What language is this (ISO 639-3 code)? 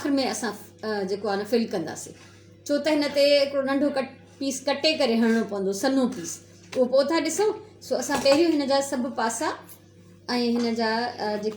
snd